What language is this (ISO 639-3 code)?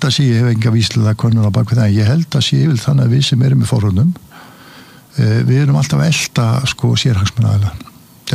isl